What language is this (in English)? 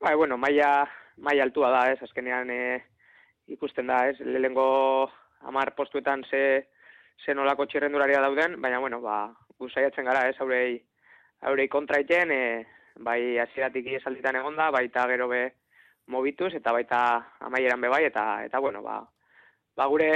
Basque